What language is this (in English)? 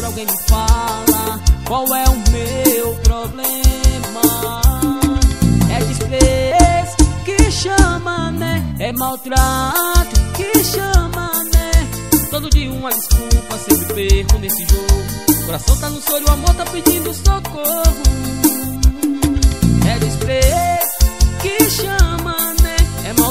Portuguese